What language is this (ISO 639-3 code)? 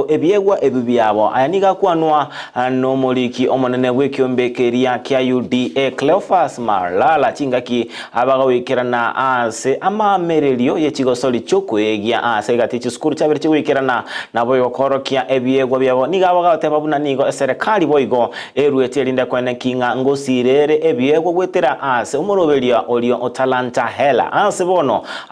guz